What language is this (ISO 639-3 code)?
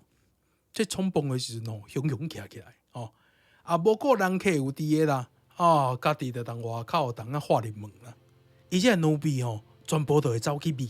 nan